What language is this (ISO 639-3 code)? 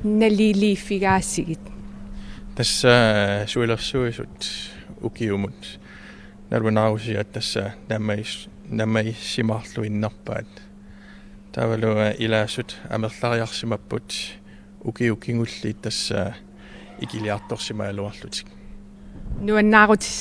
kal